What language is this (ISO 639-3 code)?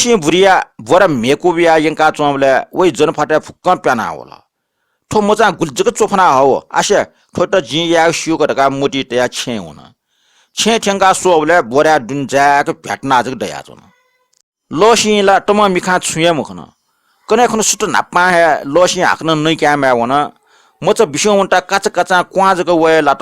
new